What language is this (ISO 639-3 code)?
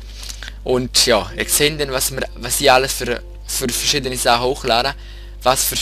gsw